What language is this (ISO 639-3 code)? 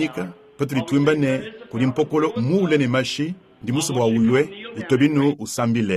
lua